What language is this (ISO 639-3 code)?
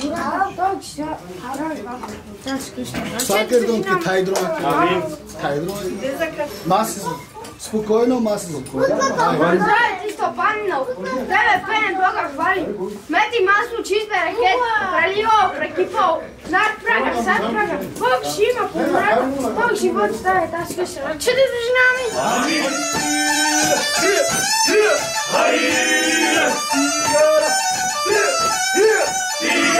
bul